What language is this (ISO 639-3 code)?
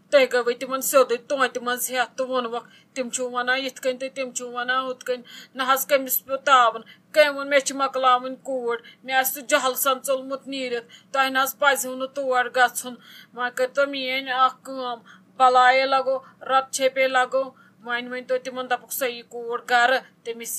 kas